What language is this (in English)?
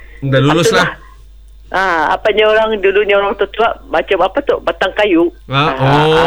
Malay